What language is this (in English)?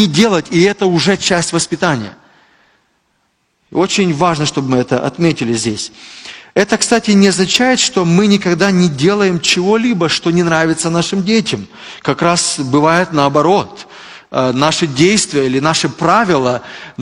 Russian